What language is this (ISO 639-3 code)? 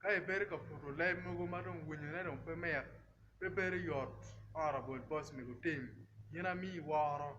ach